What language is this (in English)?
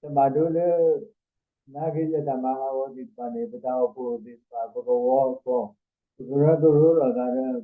S'gaw Karen